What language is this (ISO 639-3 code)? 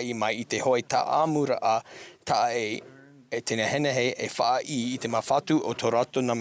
tah